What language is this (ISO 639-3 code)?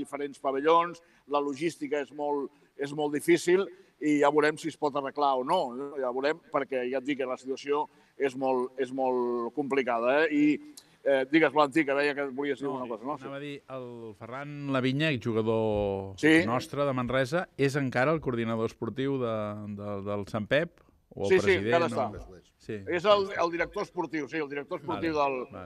cat